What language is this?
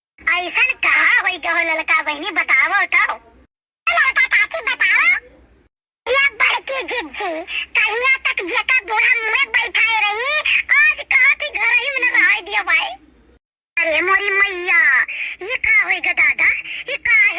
Awadhi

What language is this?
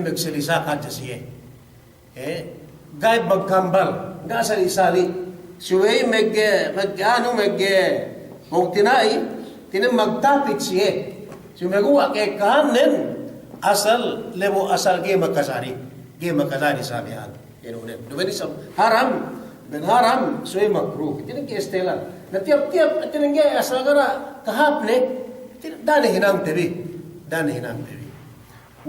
Yakan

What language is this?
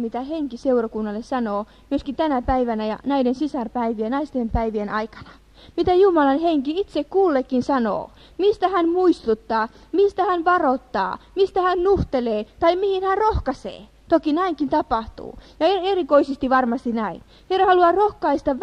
Finnish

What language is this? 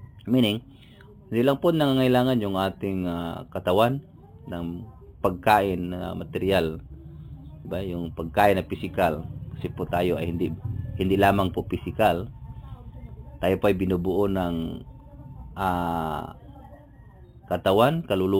Filipino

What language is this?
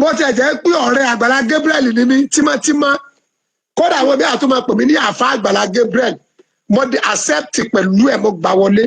Yoruba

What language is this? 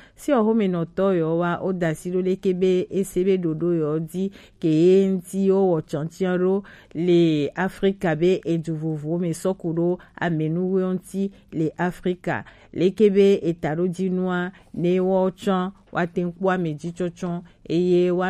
Gen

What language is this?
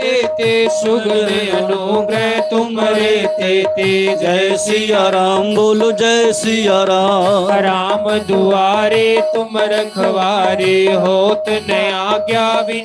Dogri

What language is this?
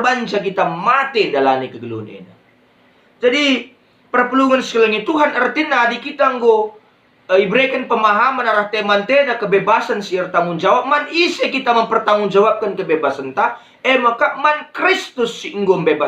Batak Karo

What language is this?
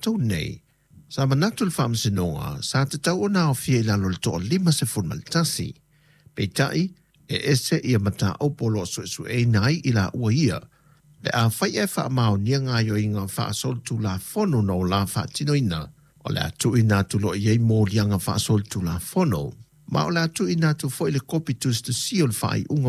Samoan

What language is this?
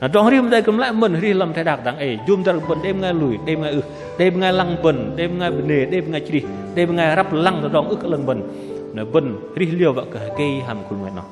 Bahnar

